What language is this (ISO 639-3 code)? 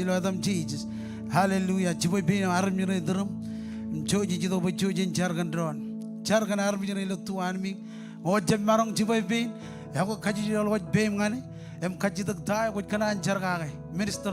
mah